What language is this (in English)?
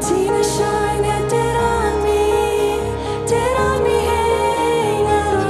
Plautdietsch